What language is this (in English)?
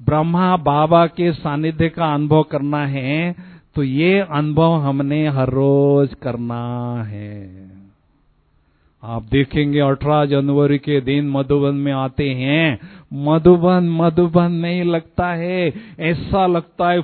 Hindi